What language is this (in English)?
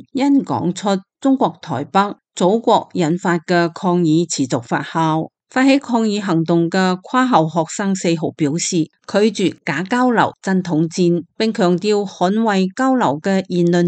Cantonese